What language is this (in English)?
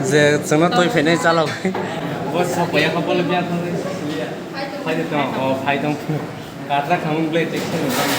Kok Borok